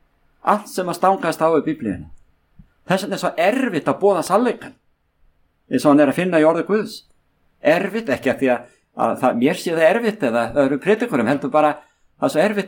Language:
Icelandic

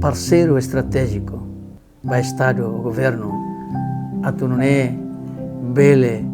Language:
Tetum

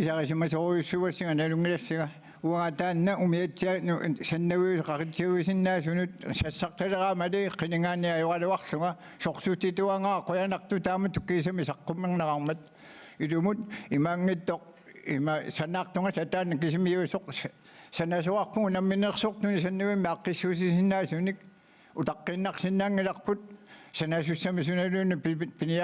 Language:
Kalaallisut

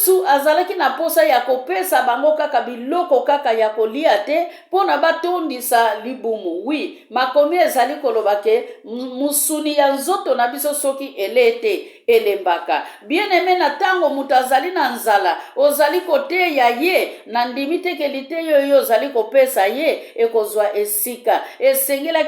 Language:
Lingala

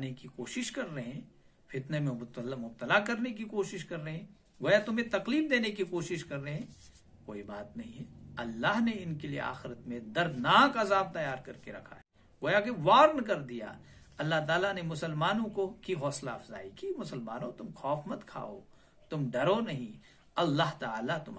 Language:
Urdu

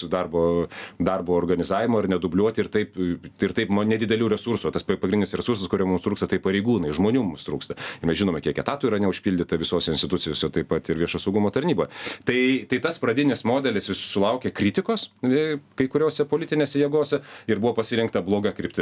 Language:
Lithuanian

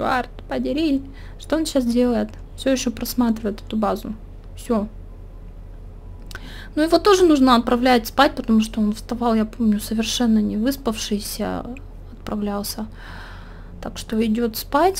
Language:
Russian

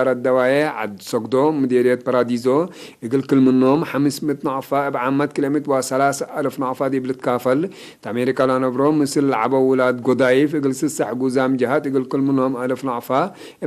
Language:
Tigre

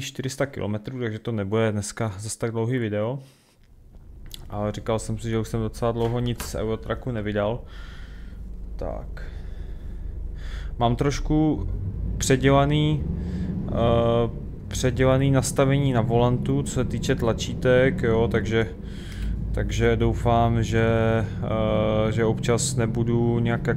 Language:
Czech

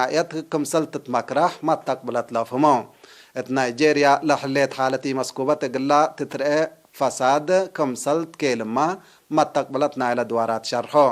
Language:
Tigre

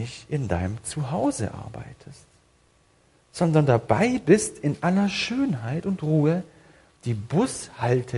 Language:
German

